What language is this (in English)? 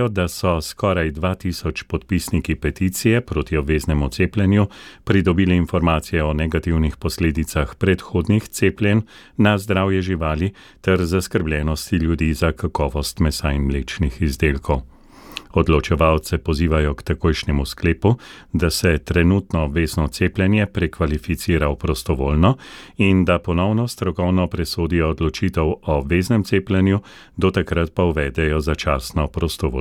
Slovenian